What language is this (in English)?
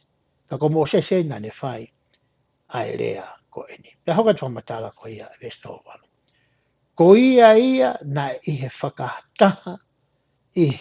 Tongan